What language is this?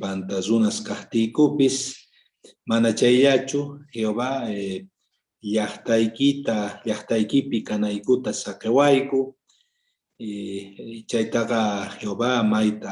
South Bolivian Quechua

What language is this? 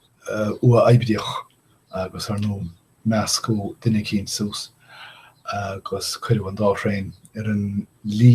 Irish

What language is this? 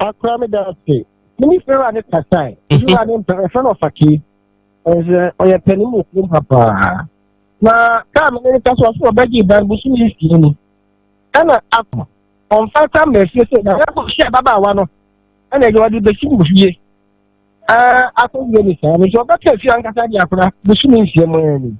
Akan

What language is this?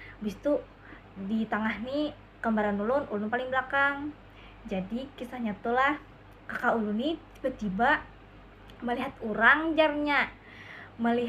Banjar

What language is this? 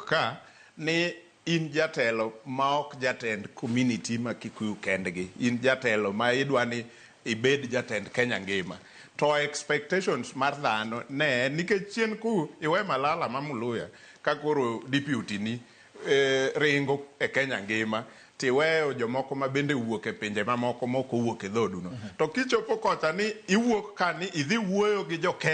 Luo (Kenya and Tanzania)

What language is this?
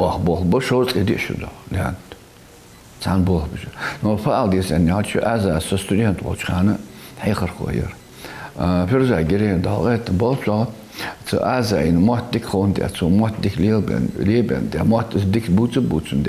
Ingush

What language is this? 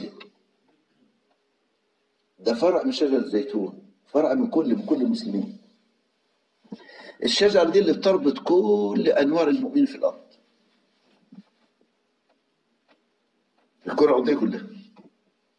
Egyptian Arabic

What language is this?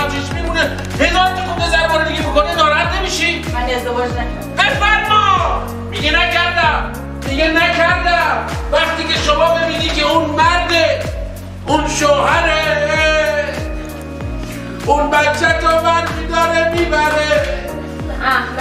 Persian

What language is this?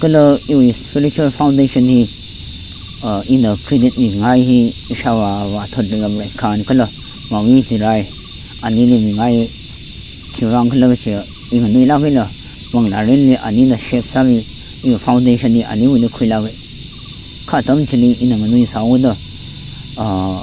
Tangkhul Naga (India)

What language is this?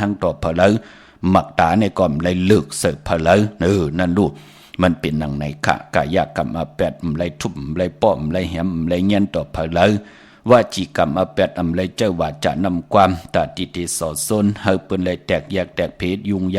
Shan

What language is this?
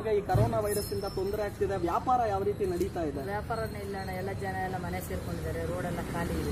Kannada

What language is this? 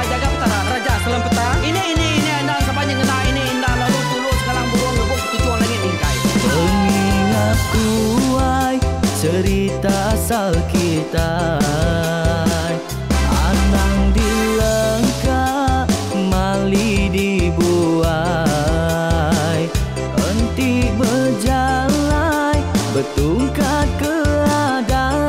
Iban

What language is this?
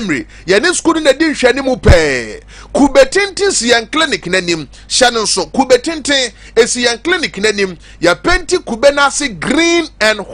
Akan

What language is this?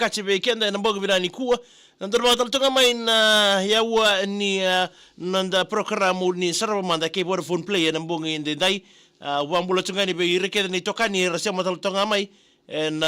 Fijian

